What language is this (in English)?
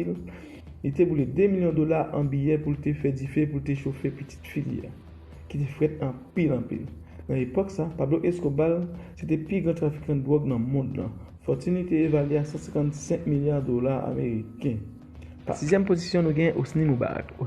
Haitian Creole